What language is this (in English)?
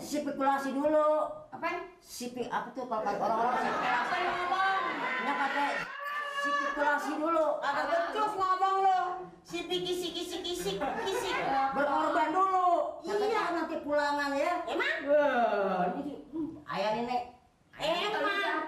Betawi